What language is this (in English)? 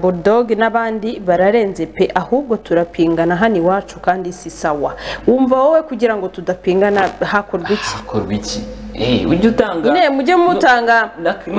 Kinyarwanda